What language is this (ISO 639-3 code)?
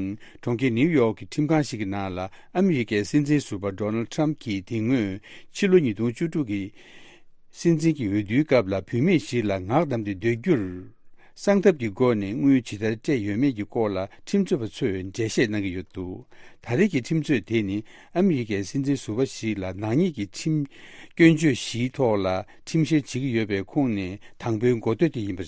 bod